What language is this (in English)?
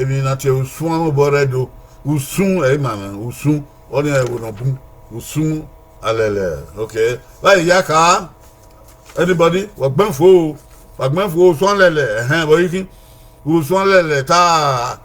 Bini